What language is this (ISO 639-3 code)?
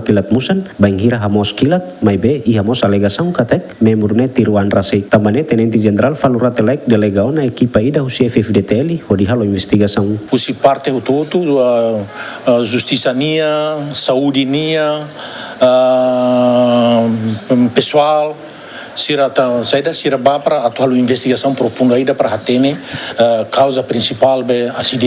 tet